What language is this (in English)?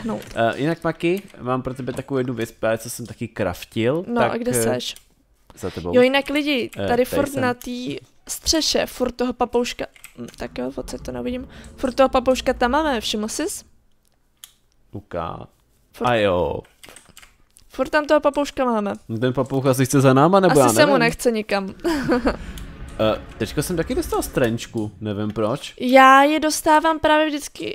Czech